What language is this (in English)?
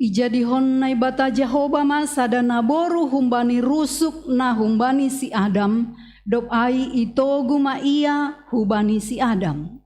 Batak Simalungun